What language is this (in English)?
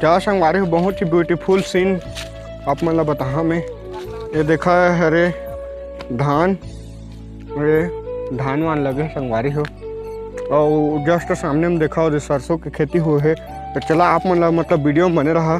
Chhattisgarhi